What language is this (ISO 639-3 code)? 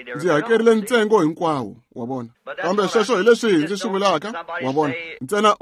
tso